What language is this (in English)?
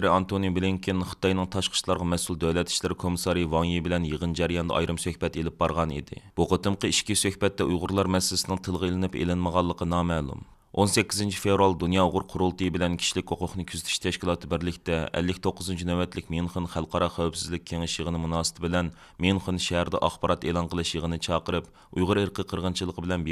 Uyghur